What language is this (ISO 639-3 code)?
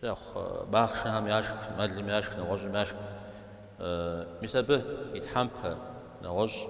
kbd